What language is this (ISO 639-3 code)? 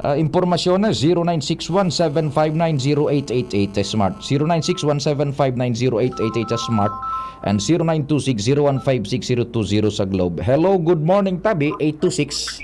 bik